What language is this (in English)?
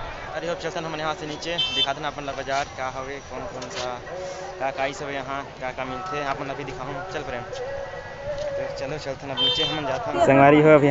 Chhattisgarhi